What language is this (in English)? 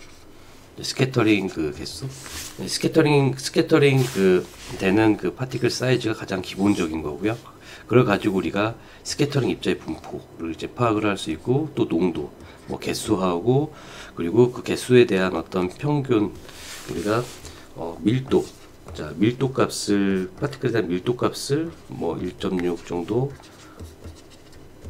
Korean